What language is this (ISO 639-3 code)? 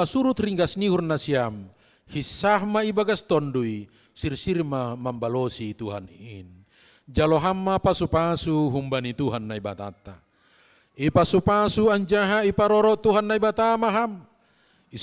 bts